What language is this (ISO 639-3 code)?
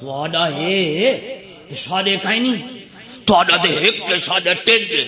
skr